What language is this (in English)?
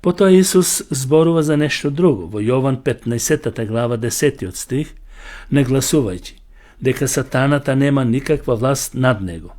Macedonian